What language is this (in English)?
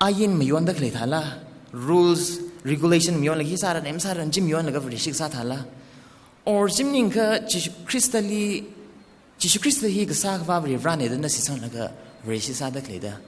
Tangkhul Naga (India)